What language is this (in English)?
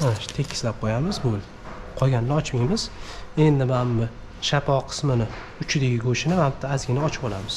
Uzbek